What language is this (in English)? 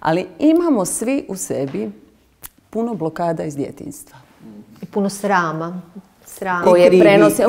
Croatian